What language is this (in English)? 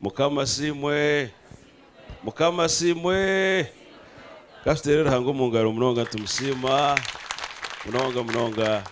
Nyankole